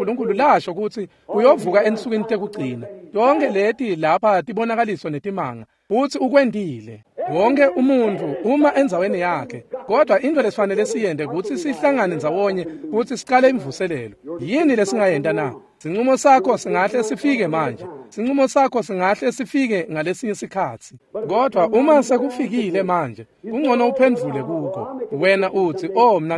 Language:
Swati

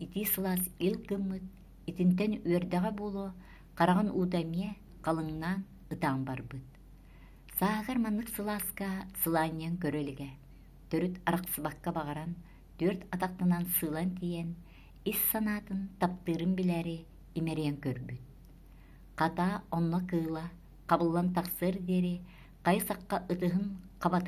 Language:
Yakut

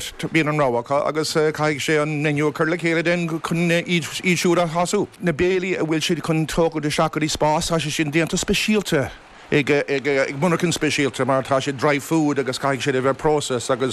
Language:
Irish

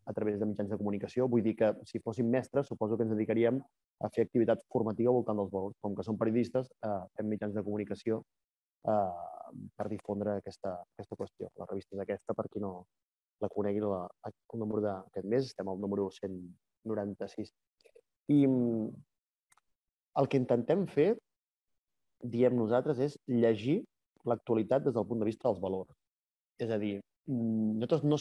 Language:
Catalan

